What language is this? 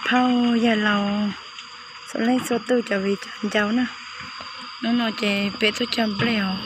Hmong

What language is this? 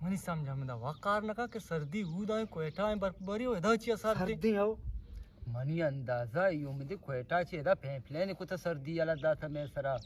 Eastern Balochi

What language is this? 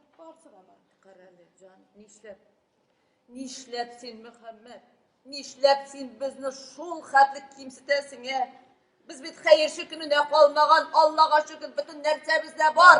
Tatar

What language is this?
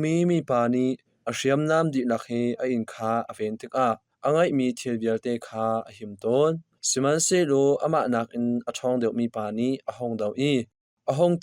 Hakha Chin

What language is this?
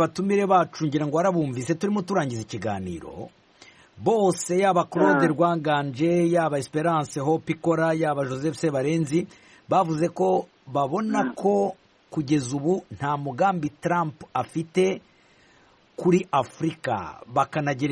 Kinyarwanda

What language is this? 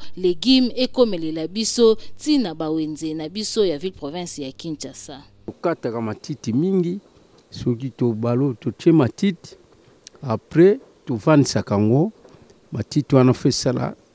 Lingala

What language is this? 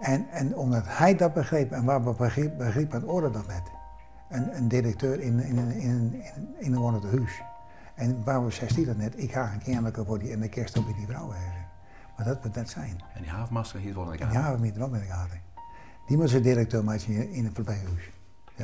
Western Frisian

